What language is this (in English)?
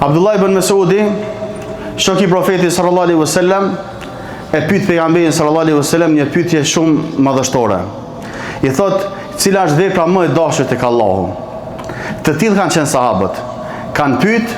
Albanian